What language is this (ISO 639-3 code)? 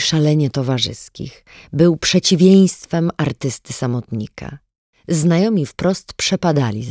pol